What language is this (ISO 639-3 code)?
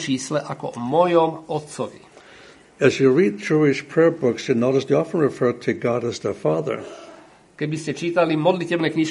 slk